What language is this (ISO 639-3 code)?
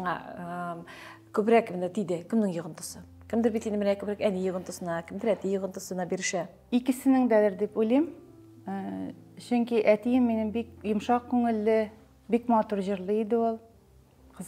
tat